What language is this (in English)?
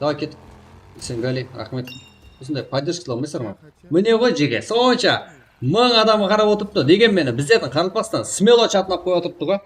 Kara-Kalpak